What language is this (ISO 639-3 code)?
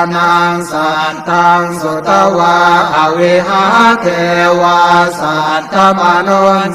pli